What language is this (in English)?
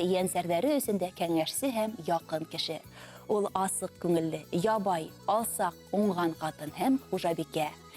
Bashkir